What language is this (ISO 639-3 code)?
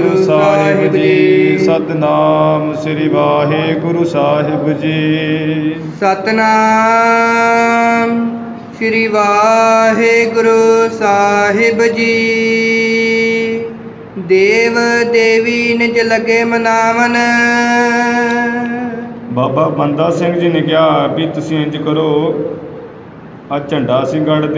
pan